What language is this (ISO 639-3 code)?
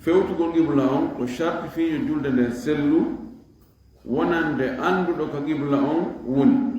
ful